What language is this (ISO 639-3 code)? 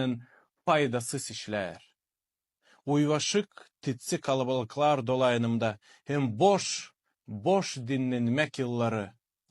gag